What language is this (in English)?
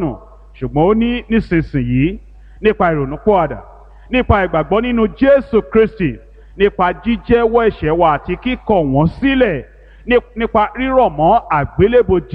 Yoruba